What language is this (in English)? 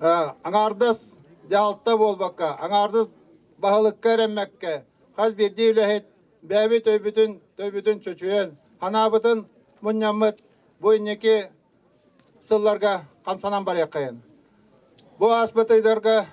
Yakut